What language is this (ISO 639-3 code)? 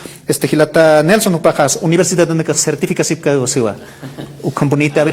aym